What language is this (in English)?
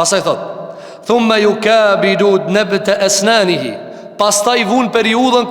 Albanian